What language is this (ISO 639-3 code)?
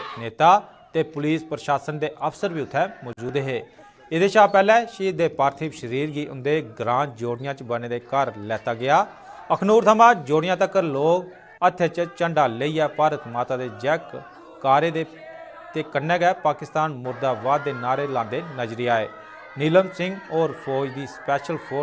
doi